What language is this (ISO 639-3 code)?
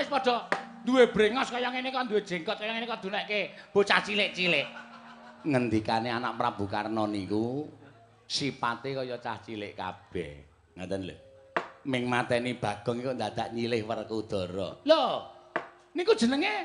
jav